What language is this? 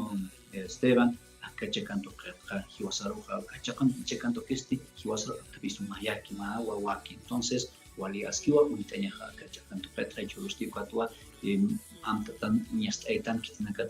Aymara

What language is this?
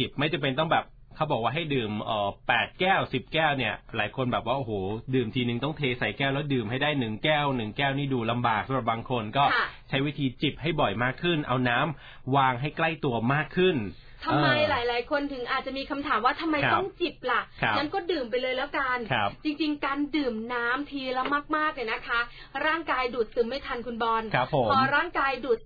Thai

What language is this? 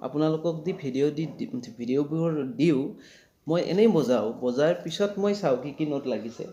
Assamese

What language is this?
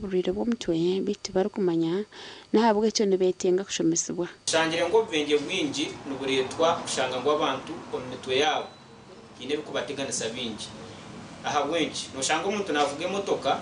Nyankole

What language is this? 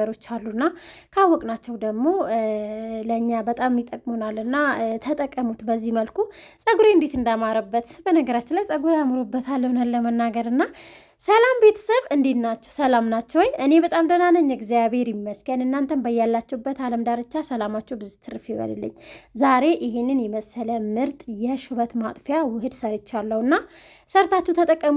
Amharic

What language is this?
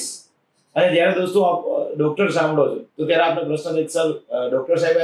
Gujarati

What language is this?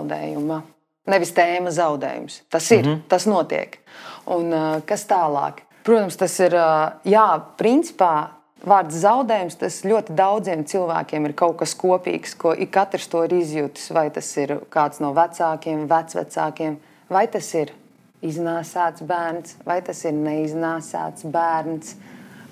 Latvian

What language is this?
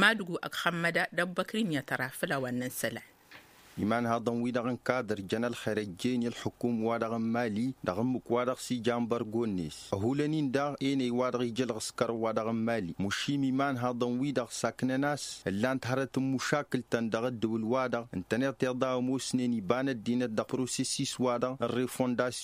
Tamasheq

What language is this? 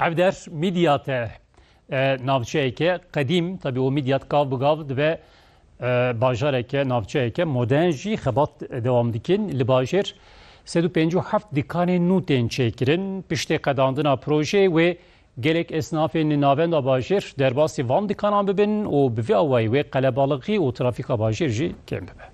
Kurdish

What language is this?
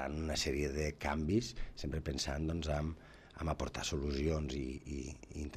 Catalan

